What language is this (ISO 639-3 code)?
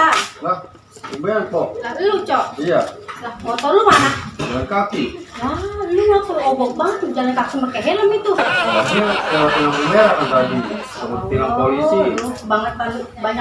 bew